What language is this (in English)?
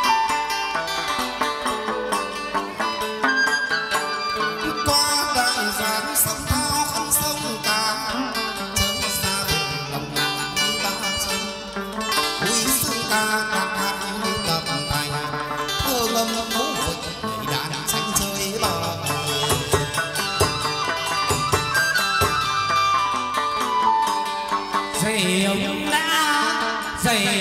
Vietnamese